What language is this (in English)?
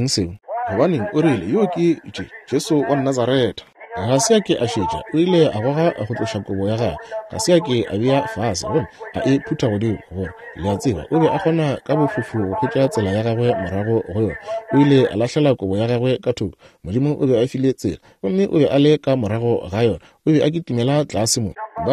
Northern Sotho